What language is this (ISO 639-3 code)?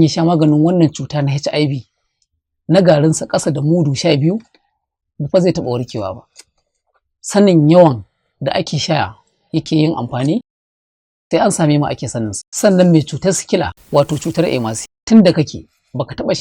hau